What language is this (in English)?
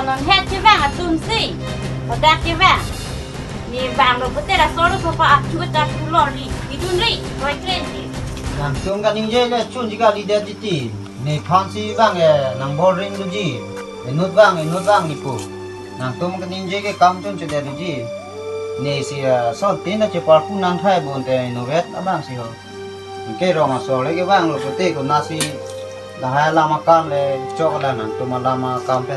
Karbi